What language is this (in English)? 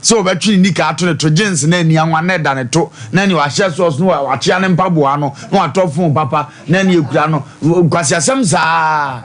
Akan